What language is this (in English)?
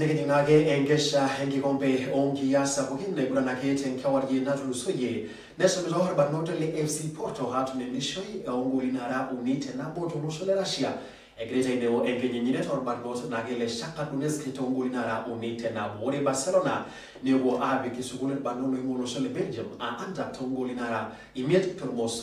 Masai